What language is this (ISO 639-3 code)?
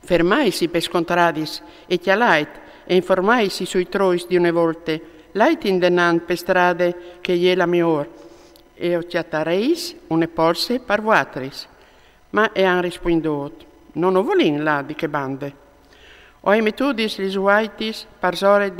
fur